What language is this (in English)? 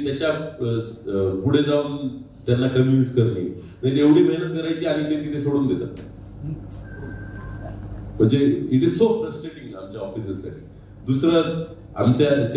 Marathi